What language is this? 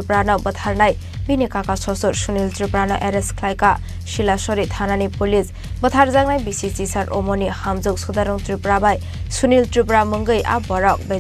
Kok Borok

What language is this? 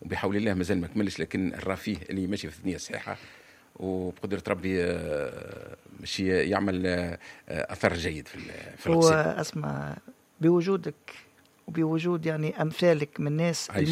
Tunisian Arabic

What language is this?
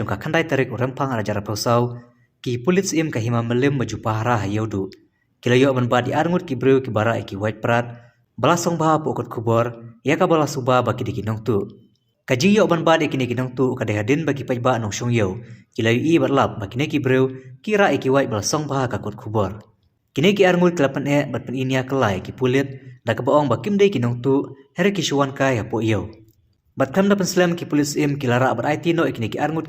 Khasi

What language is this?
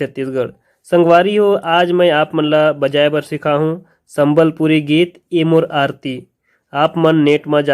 Chhattisgarhi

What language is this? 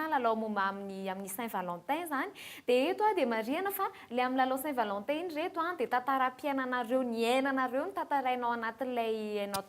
Malagasy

